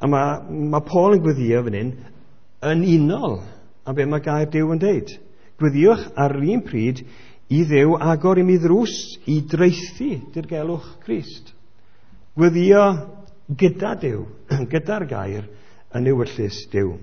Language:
Welsh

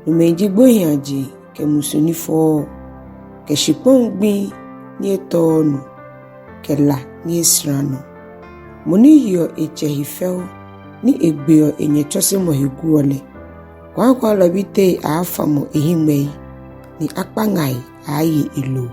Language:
Ga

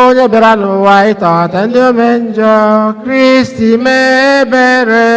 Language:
Igbo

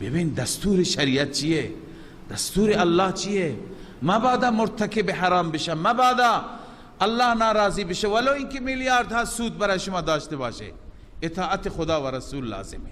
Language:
Persian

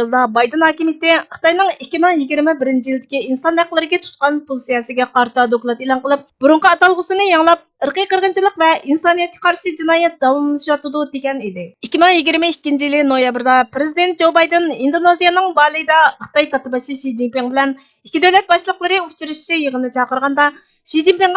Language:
Uyghur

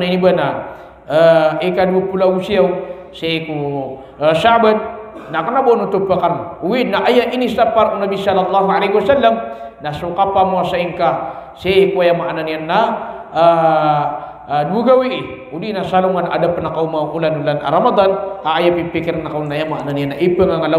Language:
Maranao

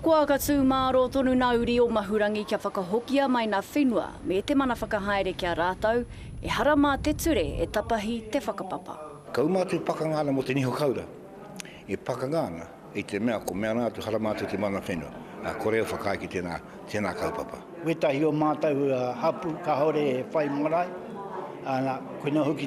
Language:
Māori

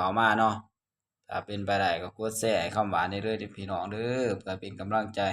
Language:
Northeastern Thai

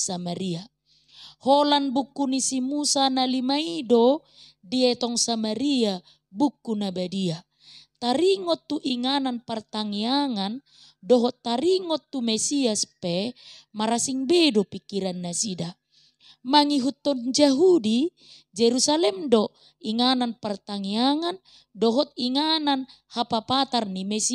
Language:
Batak Toba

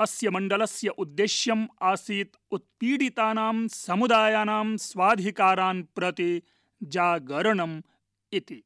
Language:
Sanskrit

